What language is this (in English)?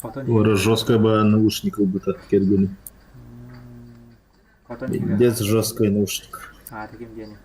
Yakut